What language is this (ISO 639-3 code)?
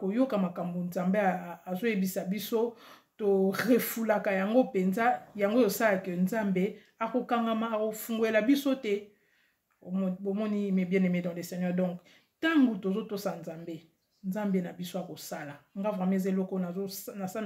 lin